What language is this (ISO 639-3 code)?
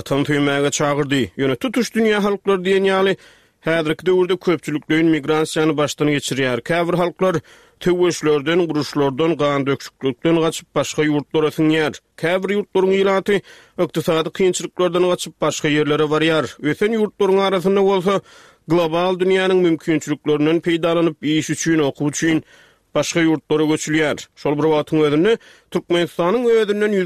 tuk